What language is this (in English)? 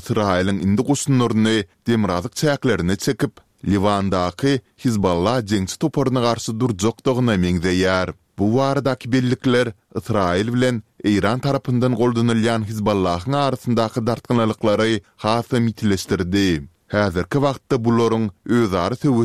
Turkmen